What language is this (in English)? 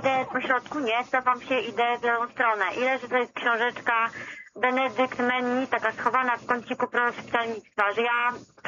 Polish